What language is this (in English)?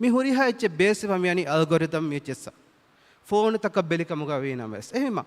Divehi